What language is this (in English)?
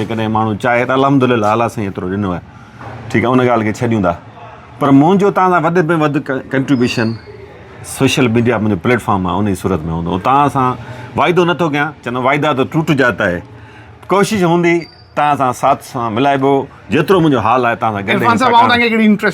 Sindhi